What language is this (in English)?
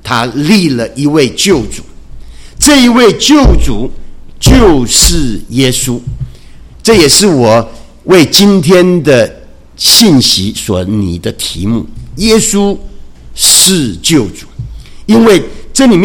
Chinese